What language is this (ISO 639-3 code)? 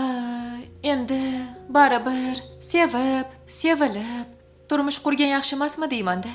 uzb